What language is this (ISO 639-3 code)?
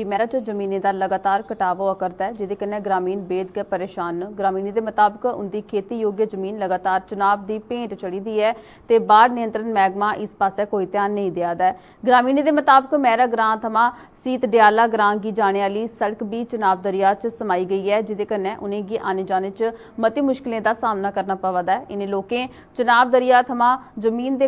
doi